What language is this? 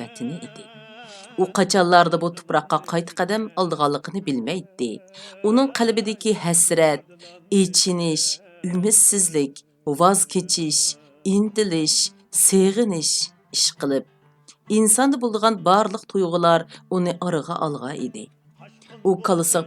Uyghur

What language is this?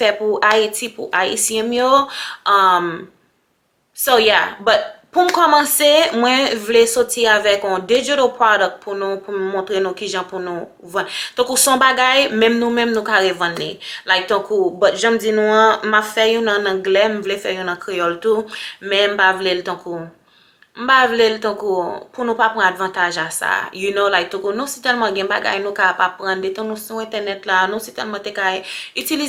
Haitian Creole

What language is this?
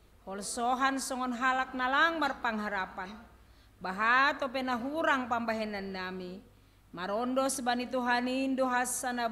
Batak Simalungun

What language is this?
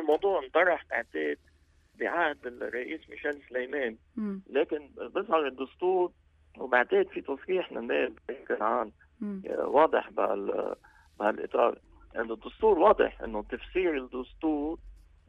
North Levantine Arabic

